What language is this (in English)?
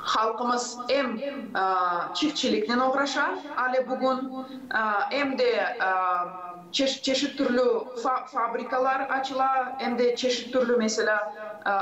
Gagauz